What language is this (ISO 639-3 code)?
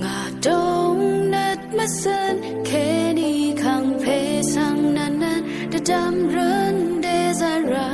raw